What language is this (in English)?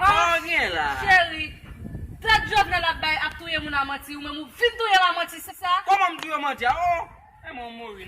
Haitian Creole